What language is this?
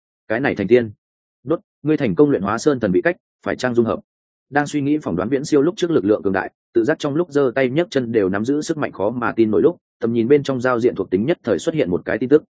Vietnamese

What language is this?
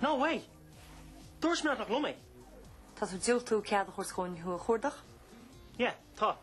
Irish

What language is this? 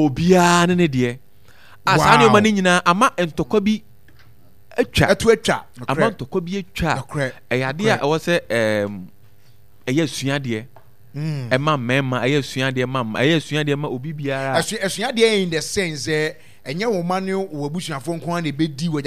Akan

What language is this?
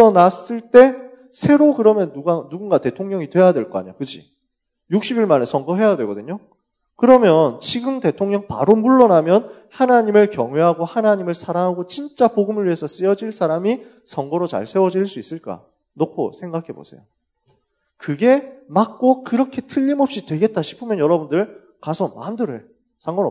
Korean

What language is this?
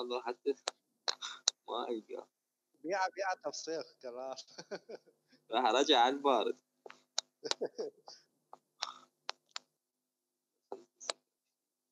Mesopotamian Arabic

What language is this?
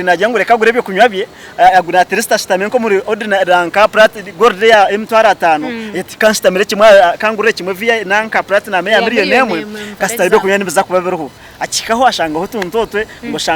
Nyankole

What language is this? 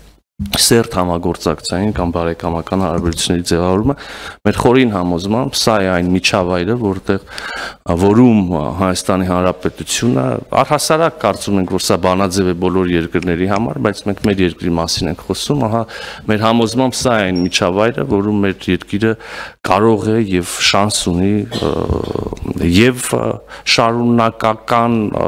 Armenian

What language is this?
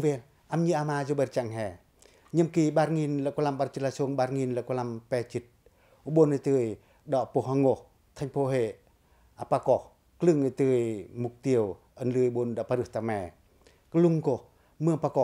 Pacoh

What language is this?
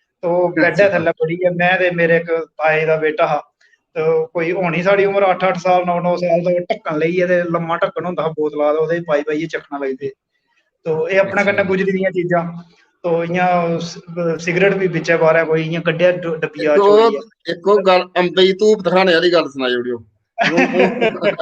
Dogri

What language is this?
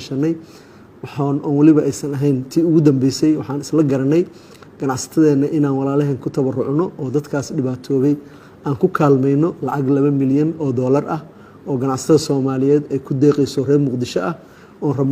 Somali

